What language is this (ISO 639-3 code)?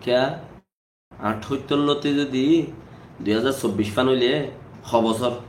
rhg